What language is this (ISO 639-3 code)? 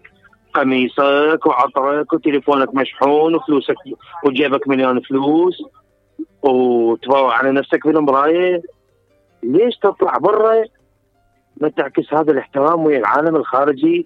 acm